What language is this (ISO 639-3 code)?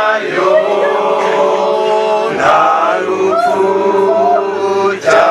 kin